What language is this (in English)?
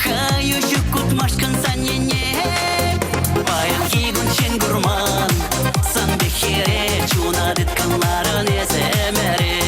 Chuvash